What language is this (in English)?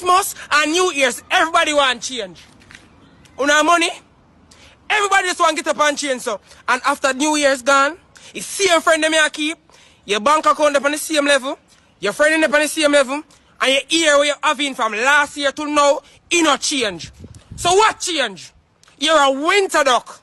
Jamaican Creole English